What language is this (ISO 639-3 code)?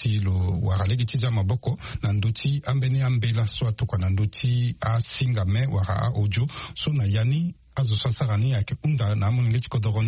sag